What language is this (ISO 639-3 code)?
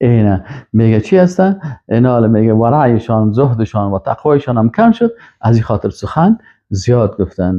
fas